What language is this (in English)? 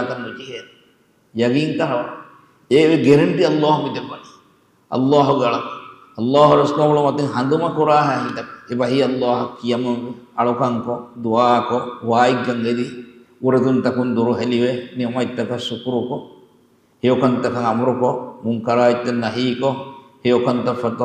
Divehi